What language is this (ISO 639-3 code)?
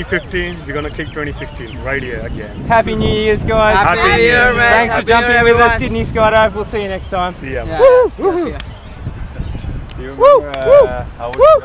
eng